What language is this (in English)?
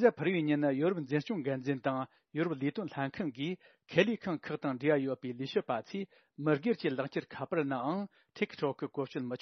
Tibetan